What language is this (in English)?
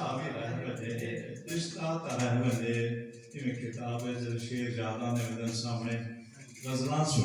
Saraiki